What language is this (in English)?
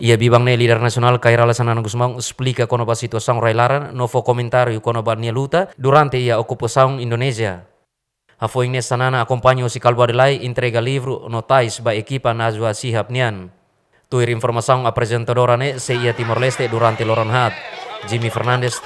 Tetum